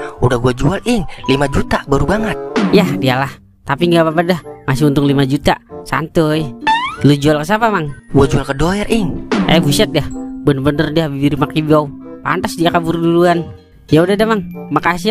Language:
Betawi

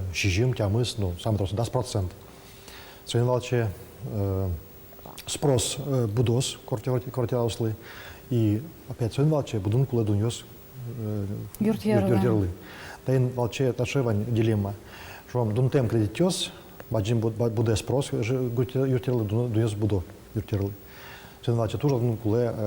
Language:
Udmurt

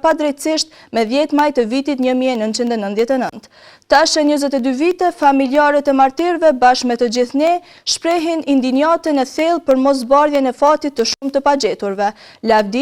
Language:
Albanian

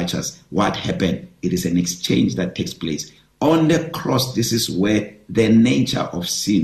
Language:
English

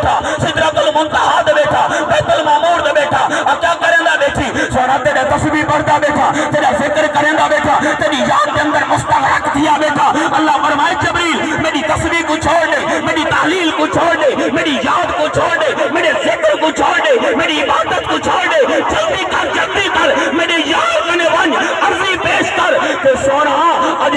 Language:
Saraiki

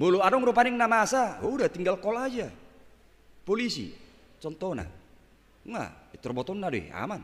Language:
Batak Toba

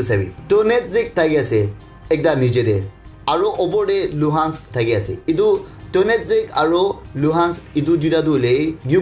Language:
Naga Pidgin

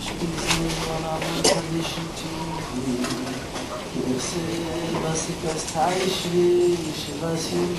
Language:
Yiddish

